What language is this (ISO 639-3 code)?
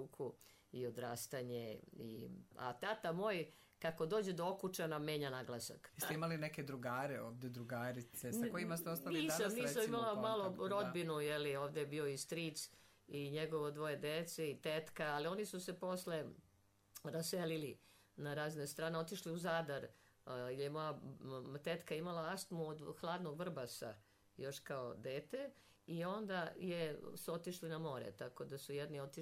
srp